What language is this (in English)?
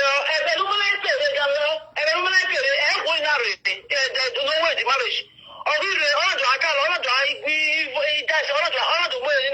Nigerian Pidgin